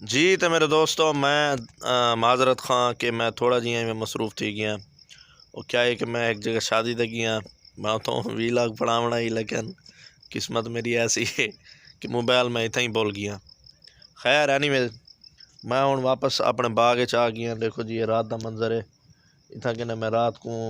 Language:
Saraiki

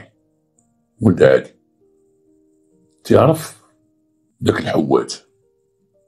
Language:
Moroccan Arabic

